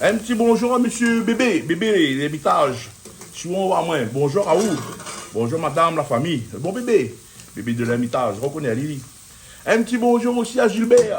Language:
Réunion Creole French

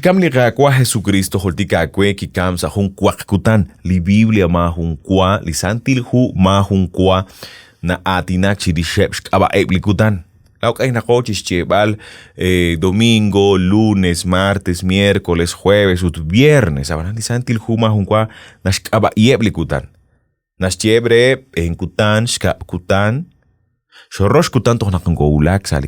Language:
Kekchí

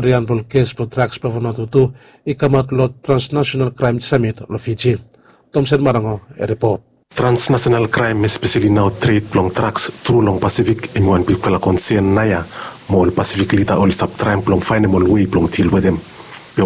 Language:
Bislama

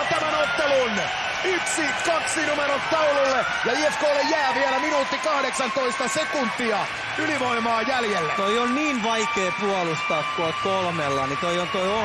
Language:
Finnish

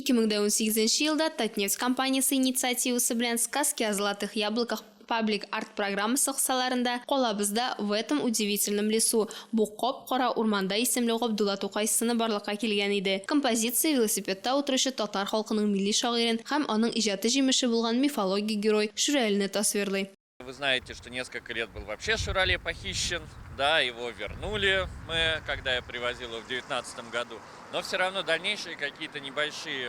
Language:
Tatar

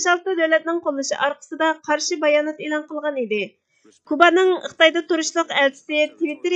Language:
Uyghur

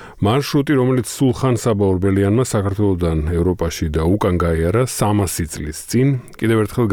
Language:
Georgian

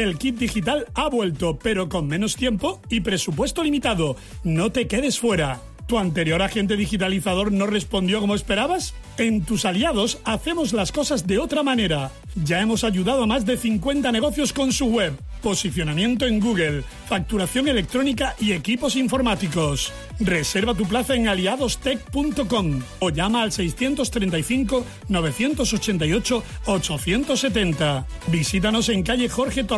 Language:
Spanish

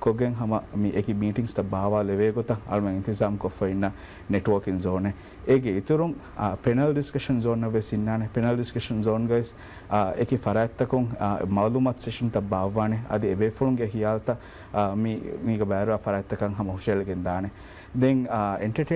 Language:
Divehi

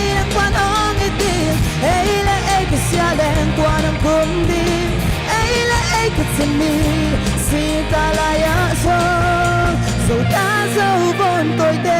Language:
Paite Chin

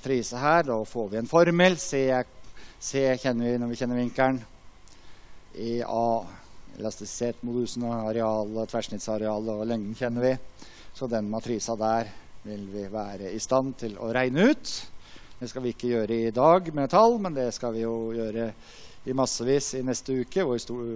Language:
Norwegian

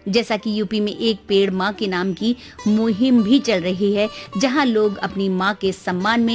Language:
Hindi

